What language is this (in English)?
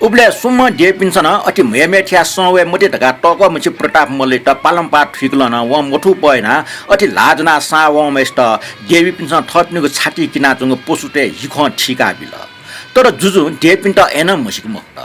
Newari